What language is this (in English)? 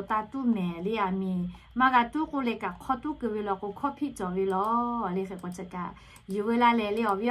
Lahu